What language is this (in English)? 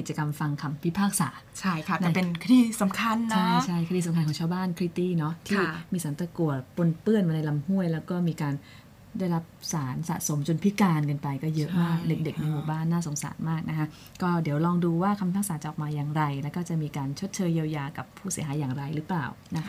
Thai